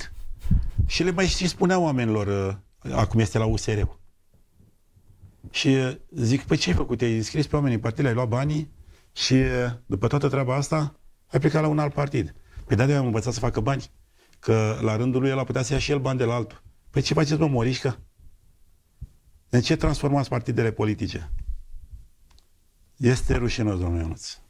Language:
Romanian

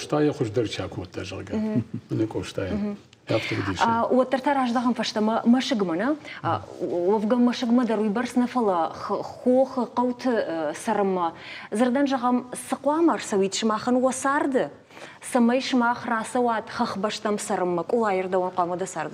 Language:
Ossetic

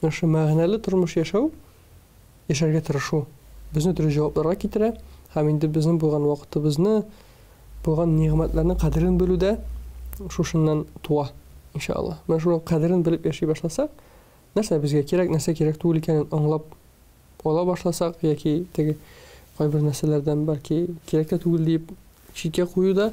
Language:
Tatar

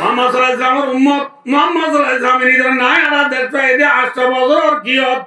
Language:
Rohingya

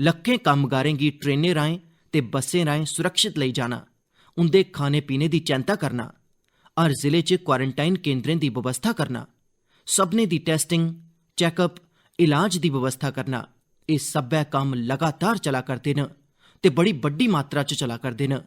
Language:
Dogri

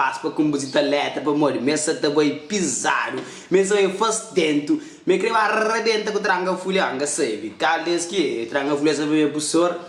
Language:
Kabuverdianu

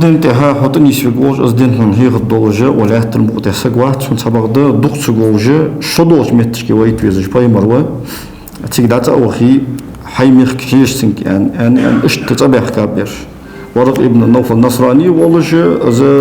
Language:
Ingush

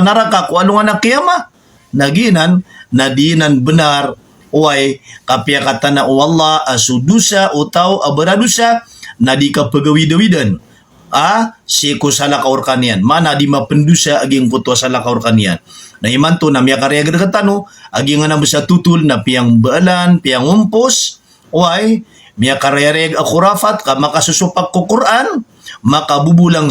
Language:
Maranao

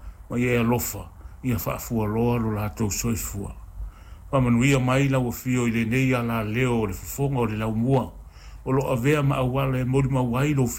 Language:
Samoan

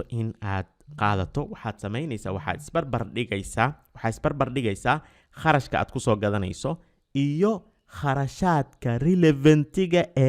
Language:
Somali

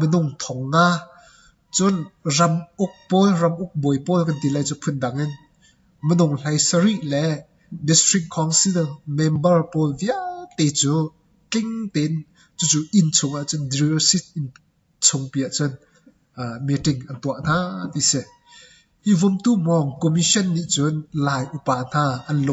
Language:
Hakha Chin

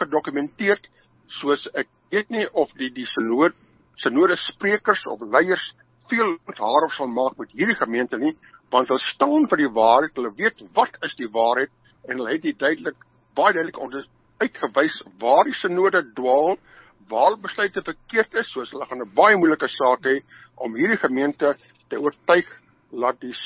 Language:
Afrikaans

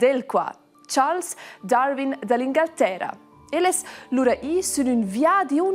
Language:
Romansh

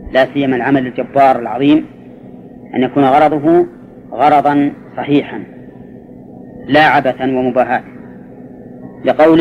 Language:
Arabic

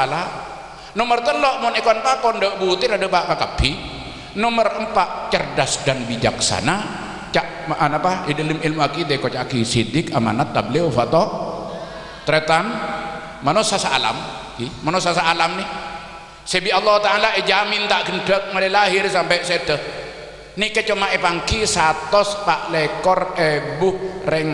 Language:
Madurese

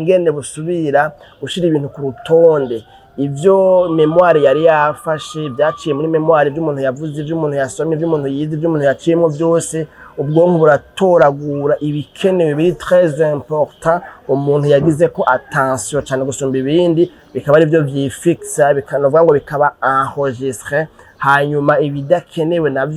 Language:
Rundi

